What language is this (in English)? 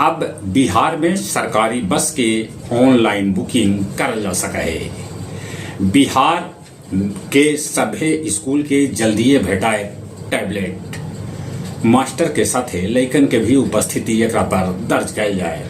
Magahi